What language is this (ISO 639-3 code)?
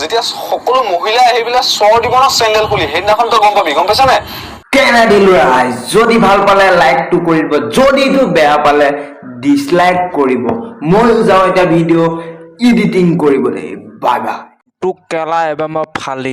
asm